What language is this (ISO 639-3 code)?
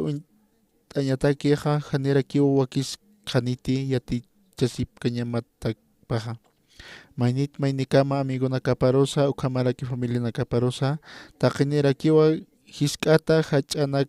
aym